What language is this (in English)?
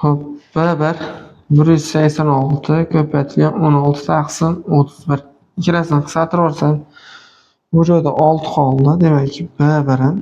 Uzbek